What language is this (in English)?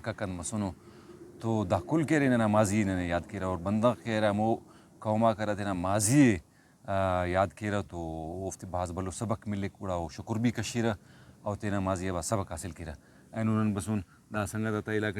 Brahui